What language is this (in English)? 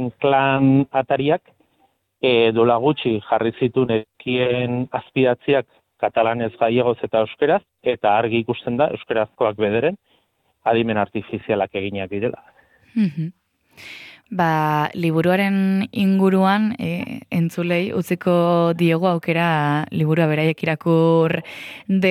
Basque